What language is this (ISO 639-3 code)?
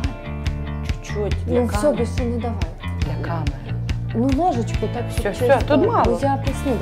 ukr